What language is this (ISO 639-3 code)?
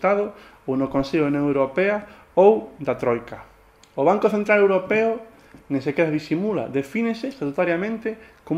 glg